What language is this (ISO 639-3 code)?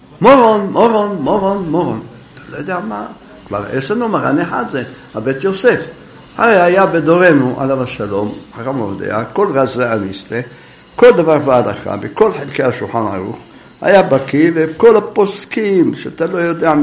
heb